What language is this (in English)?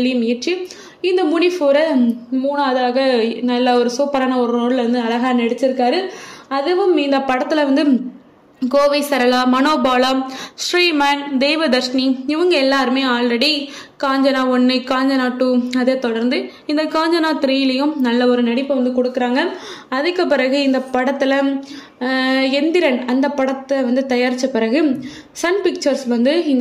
Tamil